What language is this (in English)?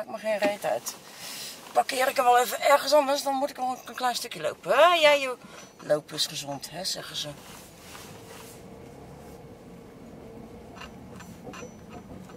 Dutch